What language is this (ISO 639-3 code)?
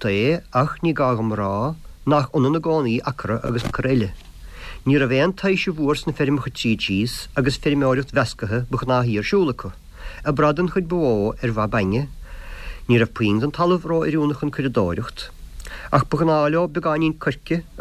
gle